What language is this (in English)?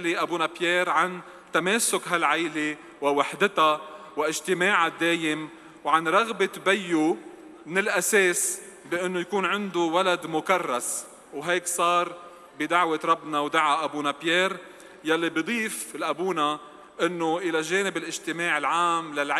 North Levantine Arabic